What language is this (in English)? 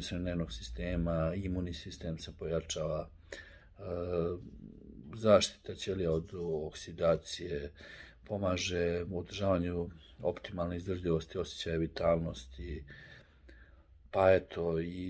Serbian